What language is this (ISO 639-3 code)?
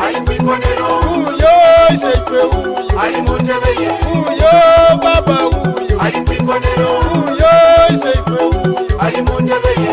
xog